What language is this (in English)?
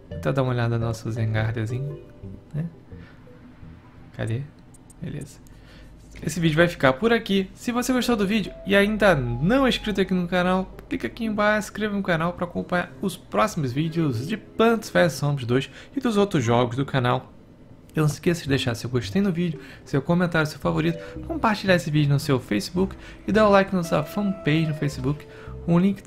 Portuguese